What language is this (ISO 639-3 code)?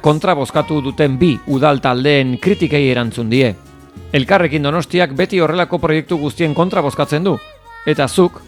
eus